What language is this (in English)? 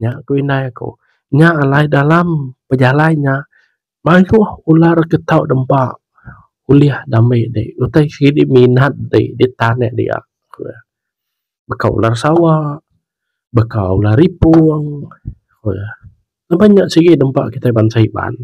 Iban